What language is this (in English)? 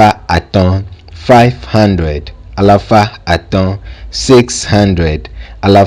Ewe